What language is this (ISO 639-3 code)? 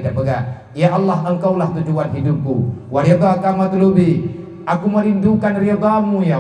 ace